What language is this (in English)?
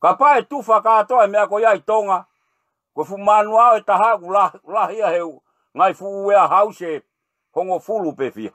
Tongan